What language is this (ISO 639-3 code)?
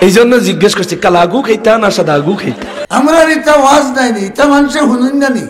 syl